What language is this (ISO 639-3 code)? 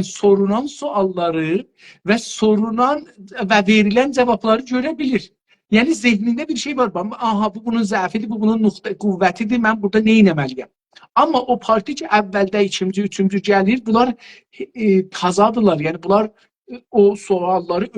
azb